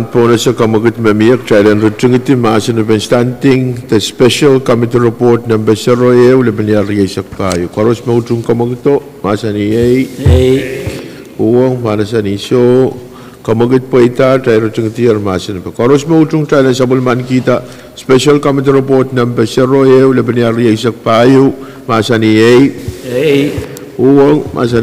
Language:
Pohnpeian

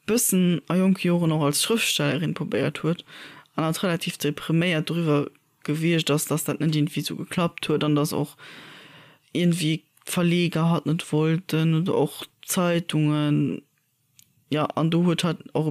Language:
Luxembourgish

